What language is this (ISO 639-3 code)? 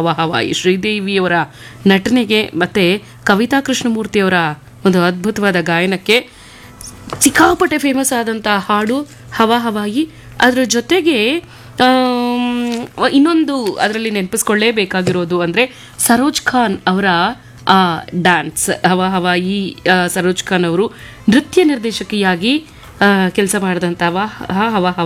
kan